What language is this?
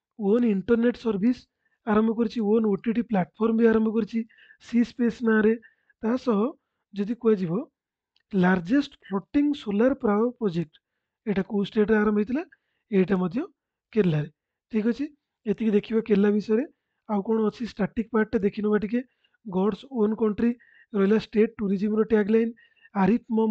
Odia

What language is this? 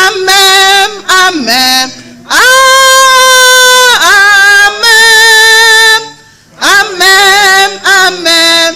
Igbo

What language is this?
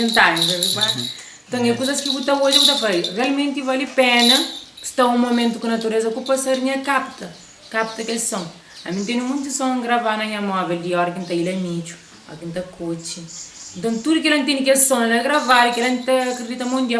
Kabuverdianu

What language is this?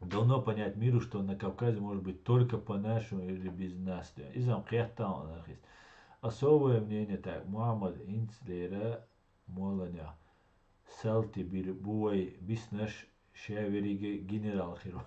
Chechen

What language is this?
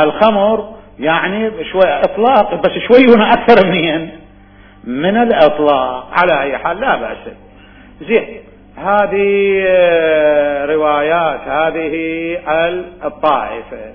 Mesopotamian Arabic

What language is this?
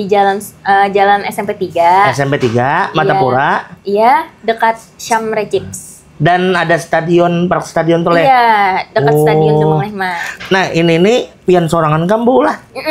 Banjar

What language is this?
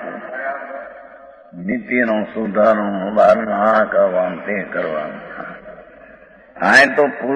Gujarati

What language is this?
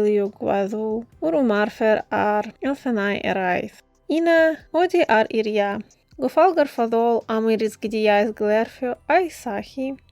Welsh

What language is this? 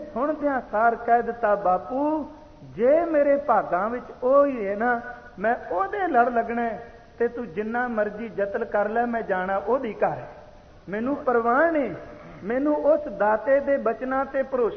Punjabi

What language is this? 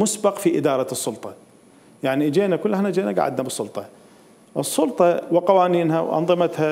Mesopotamian Arabic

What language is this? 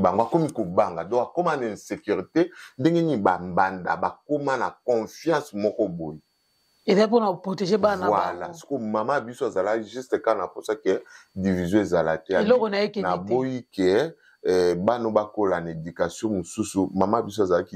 Lingala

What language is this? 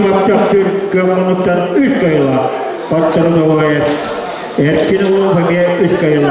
Yakut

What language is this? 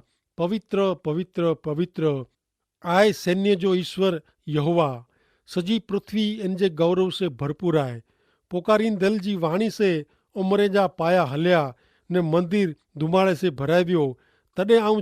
Kachhi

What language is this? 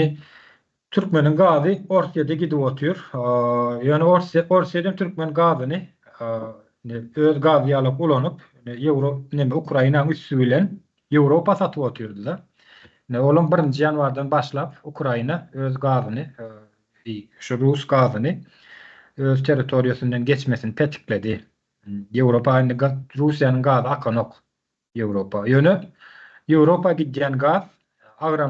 Turkmen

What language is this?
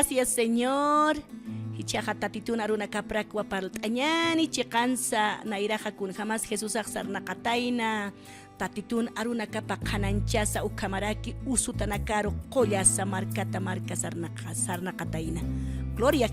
Aymara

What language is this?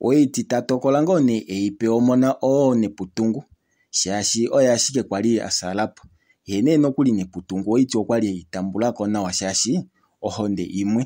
Kuanyama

